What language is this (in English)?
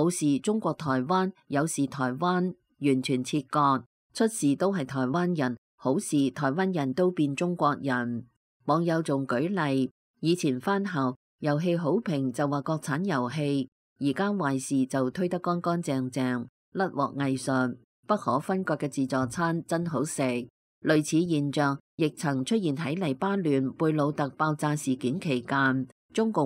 Cantonese